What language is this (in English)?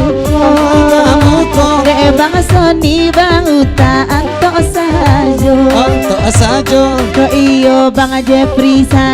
Minangkabau